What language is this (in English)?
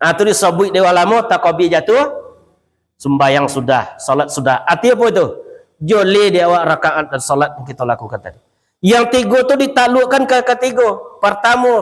Minangkabau